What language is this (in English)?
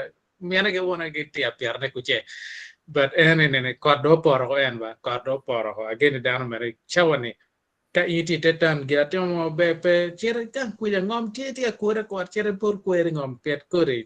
Acoli